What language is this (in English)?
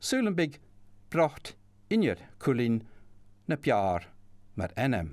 Scottish Gaelic